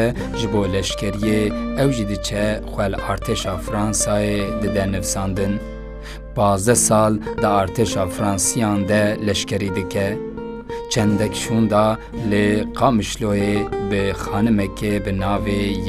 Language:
Kurdish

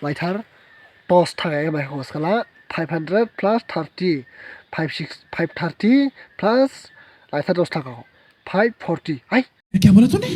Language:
Dimasa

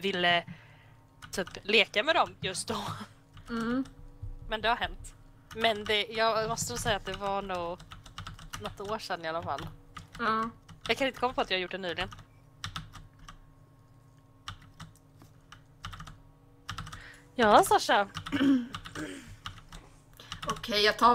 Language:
Swedish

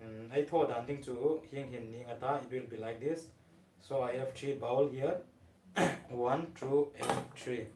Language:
Hmar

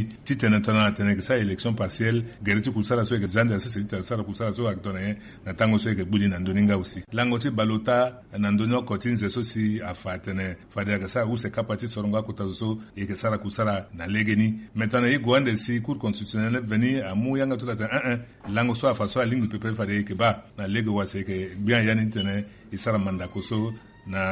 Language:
Sango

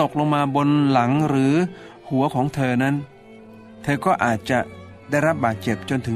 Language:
Thai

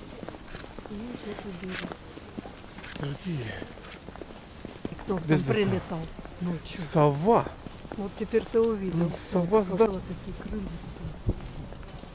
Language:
Russian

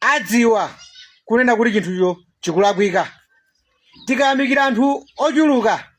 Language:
Nyanja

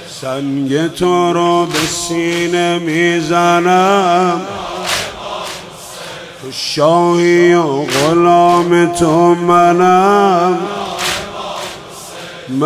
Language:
Persian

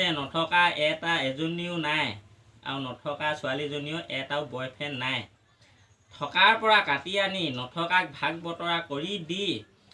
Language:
Assamese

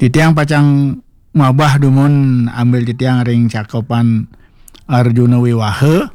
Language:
Balinese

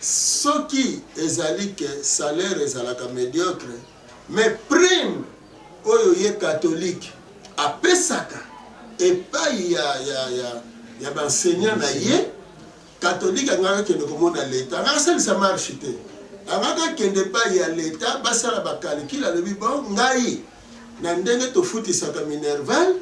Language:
Lingala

